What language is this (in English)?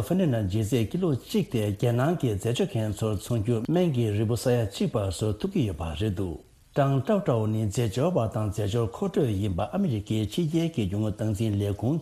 Tibetan